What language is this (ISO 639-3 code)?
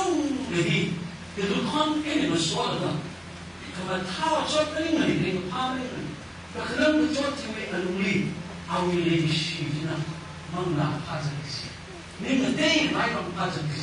nmf